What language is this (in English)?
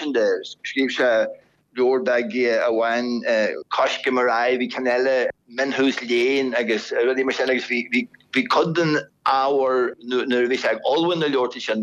Irish